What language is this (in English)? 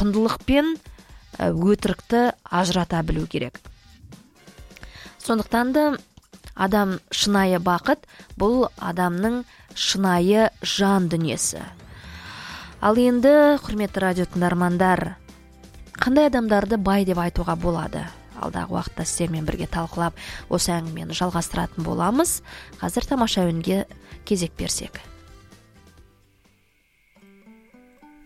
Kazakh